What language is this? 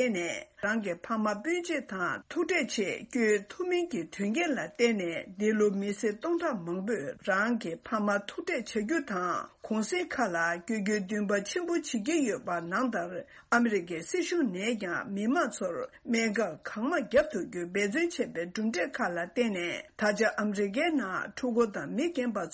Tibetan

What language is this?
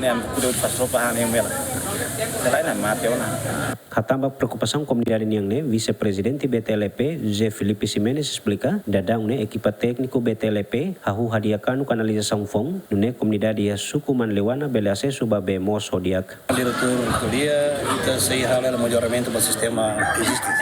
Tetum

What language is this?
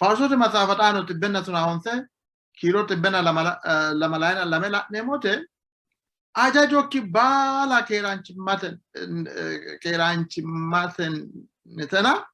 Sidamo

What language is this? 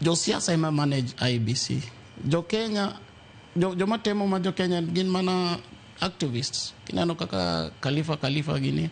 Luo (Kenya and Tanzania)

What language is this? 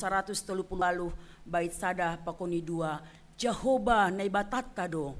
Batak Simalungun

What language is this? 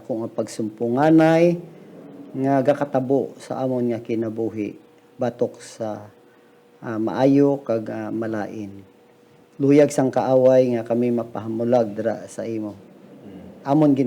Hiligaynon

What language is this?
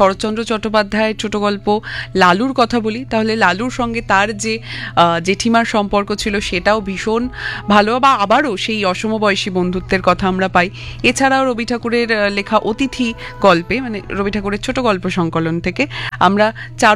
Bangla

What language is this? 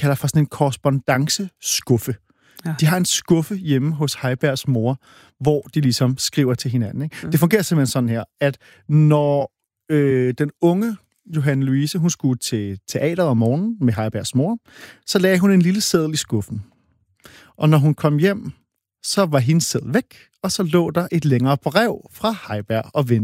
Danish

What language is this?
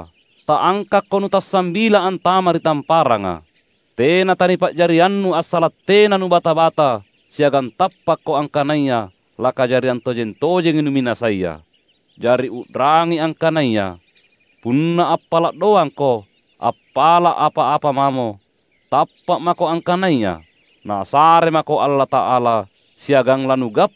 Makasar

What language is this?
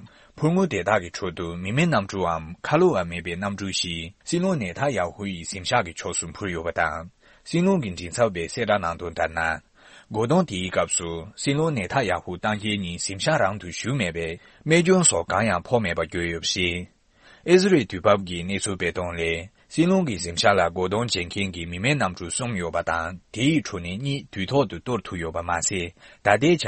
Tibetan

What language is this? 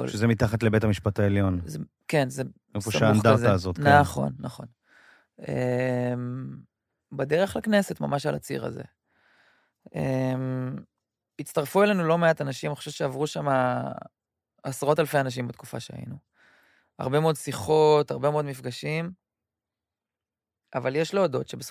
Hebrew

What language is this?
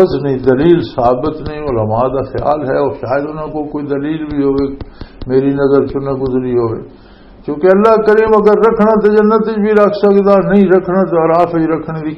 Western Panjabi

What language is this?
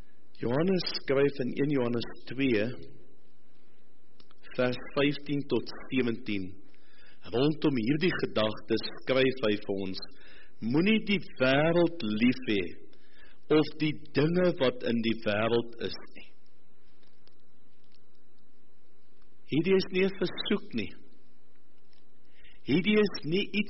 Afrikaans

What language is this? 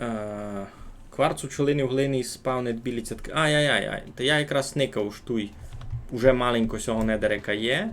Rusyn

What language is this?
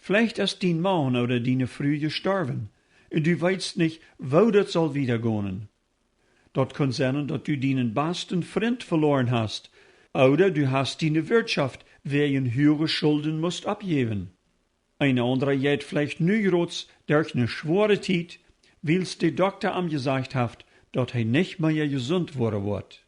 Plautdietsch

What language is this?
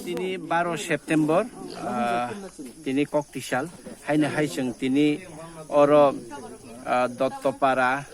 Kok Borok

